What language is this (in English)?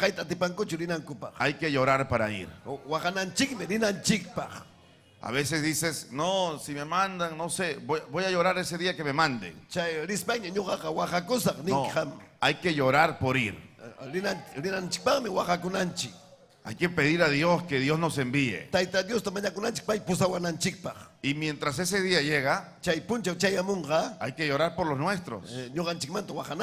Ayacucho Quechua